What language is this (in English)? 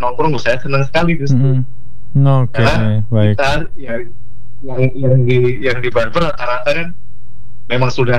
Indonesian